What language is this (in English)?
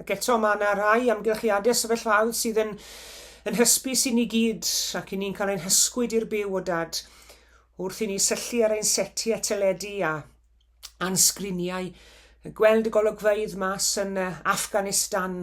Welsh